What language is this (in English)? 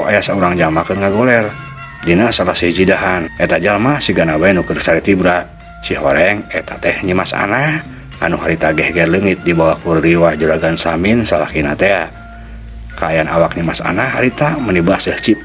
Sundanese